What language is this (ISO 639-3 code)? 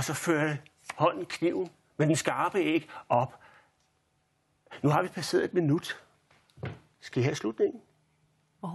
dan